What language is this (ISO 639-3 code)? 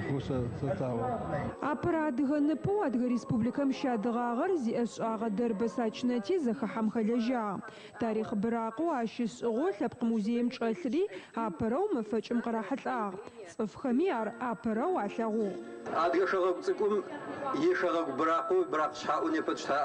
ady